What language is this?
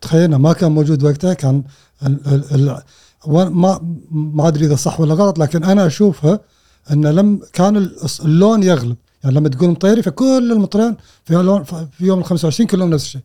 Gulf Arabic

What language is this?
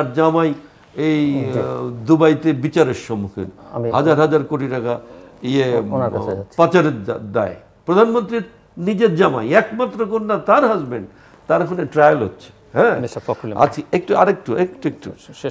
Bangla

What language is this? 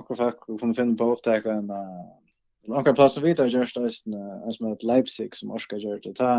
Faroese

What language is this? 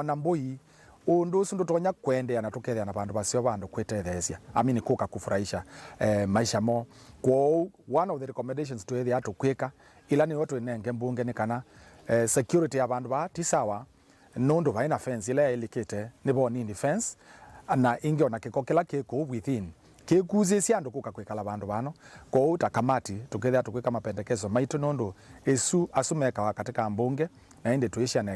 Kamba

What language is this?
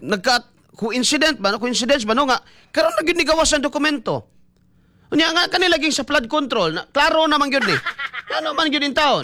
Cebuano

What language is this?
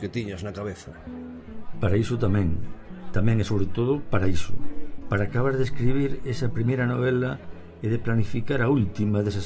Galician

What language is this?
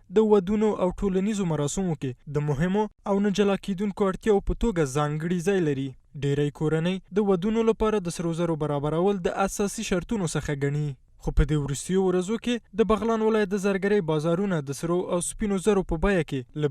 Pashto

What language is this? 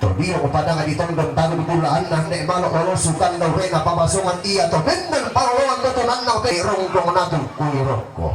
Toraja-Sa'dan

